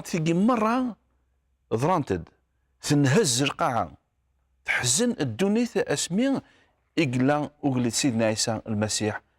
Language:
Kabyle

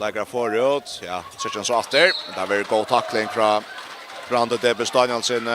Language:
Faroese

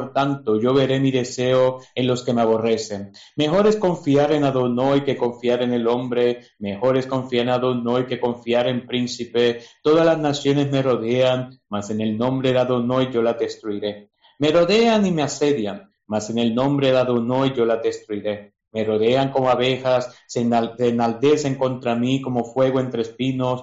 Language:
Spanish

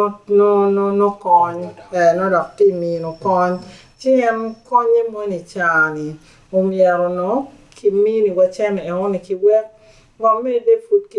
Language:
Acoli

